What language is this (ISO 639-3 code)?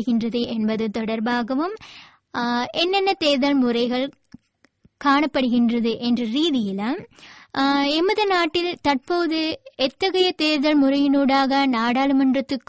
tam